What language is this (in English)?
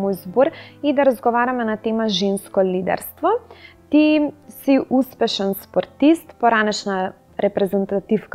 Macedonian